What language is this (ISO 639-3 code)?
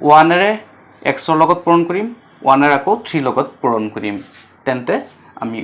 asm